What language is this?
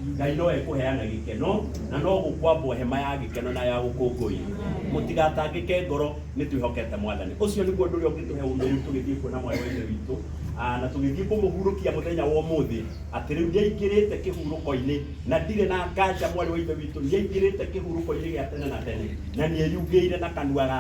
Kikuyu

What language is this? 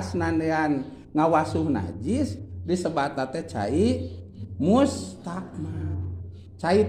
Sundanese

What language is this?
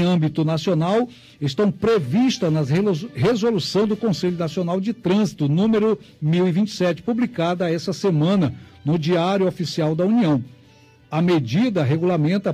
Portuguese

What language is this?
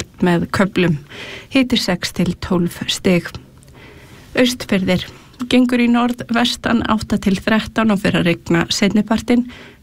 Icelandic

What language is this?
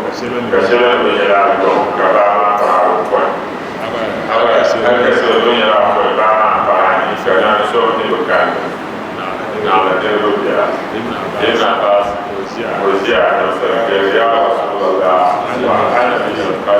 Dagbani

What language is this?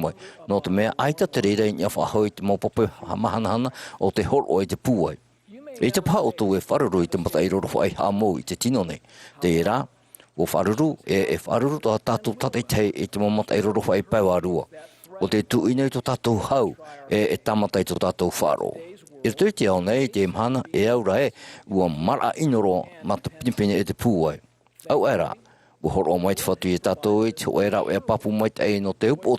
Tahitian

